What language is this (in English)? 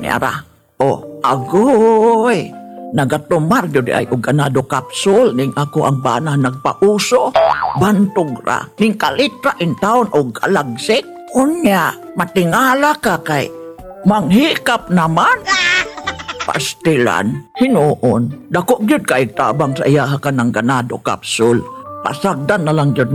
Cebuano